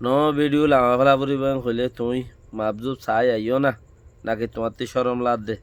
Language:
Rohingya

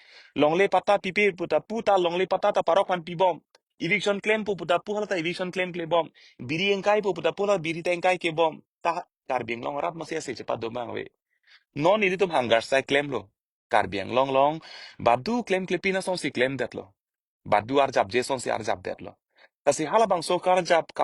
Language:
Karbi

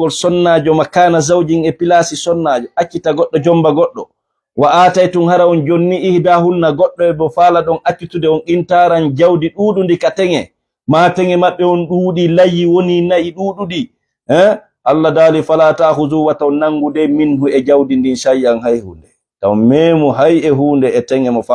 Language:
Fula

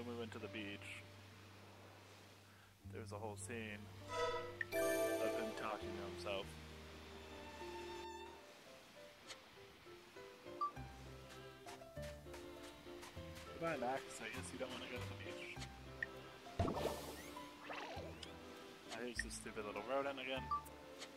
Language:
English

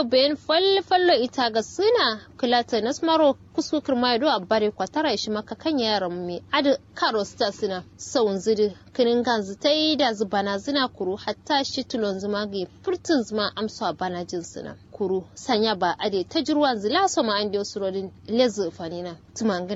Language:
Kanuri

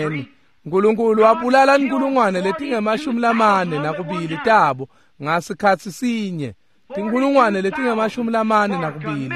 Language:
Swati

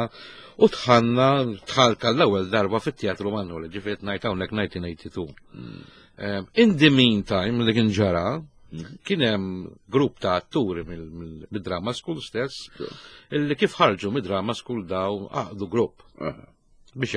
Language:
Maltese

